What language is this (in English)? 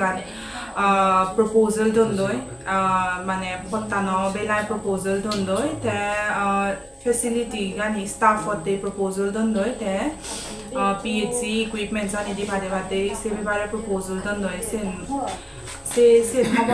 Chakma